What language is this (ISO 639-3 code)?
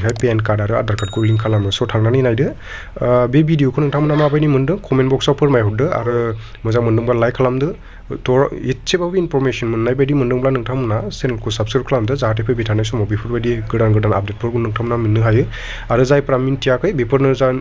brx